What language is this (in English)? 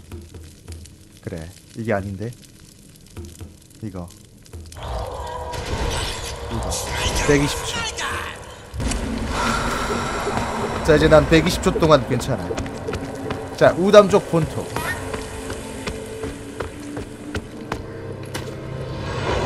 Korean